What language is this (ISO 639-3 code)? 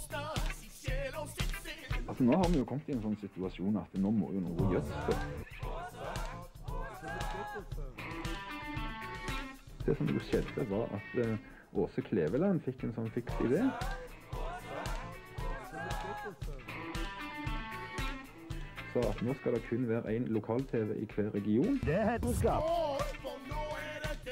nor